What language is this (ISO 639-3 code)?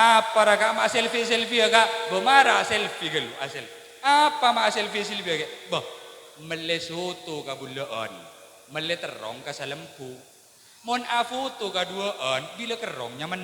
mad